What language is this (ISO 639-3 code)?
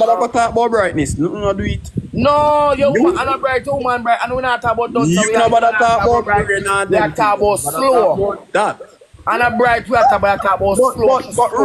jam